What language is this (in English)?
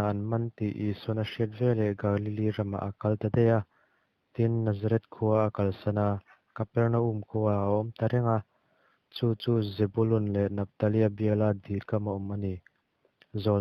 Mizo